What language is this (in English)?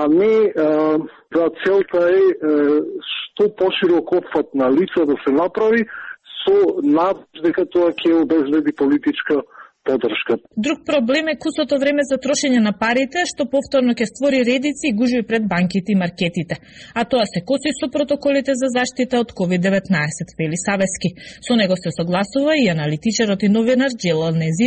Macedonian